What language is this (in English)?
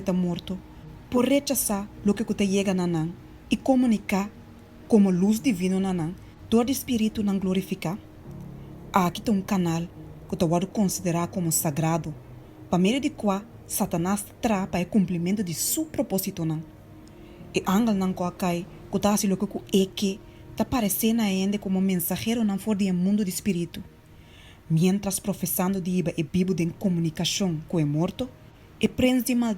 Papiamento